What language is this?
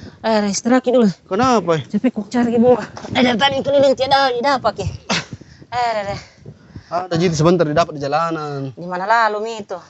Makassar Malay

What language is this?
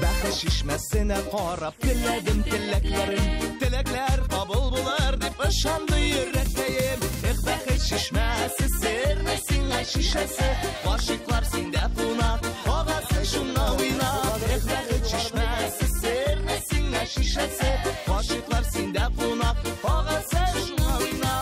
Tatar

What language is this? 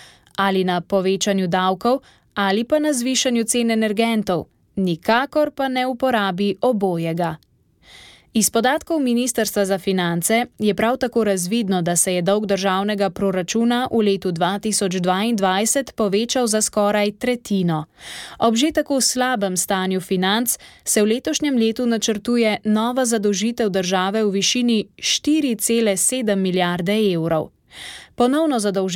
Slovenian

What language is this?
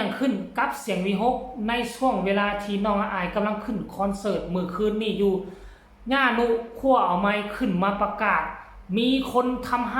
Northeastern Thai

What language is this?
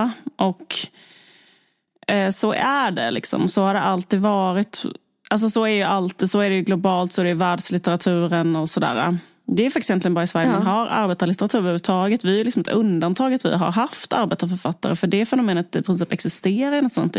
Swedish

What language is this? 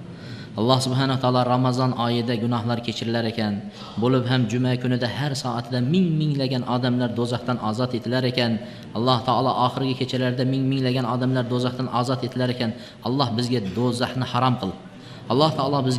Uzbek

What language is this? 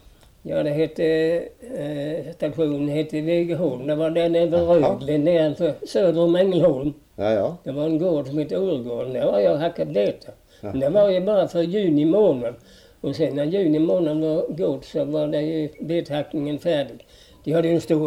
Swedish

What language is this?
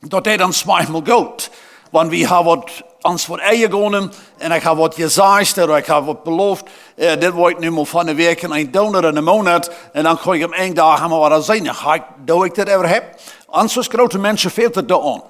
Plautdietsch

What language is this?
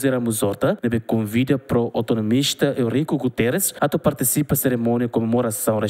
Tetum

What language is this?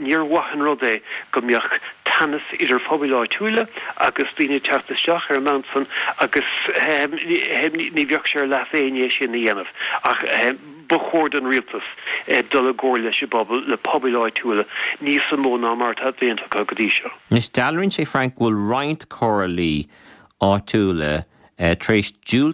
Irish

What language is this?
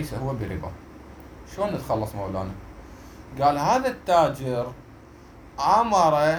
Mesopotamian Arabic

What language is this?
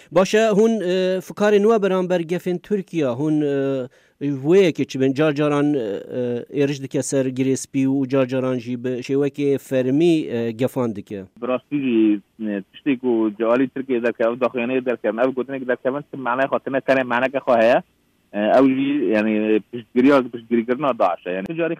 Kurdish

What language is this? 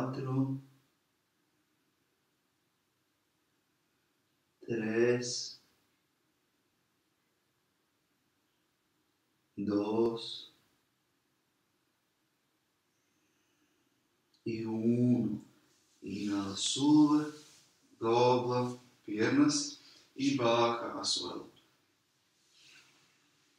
Spanish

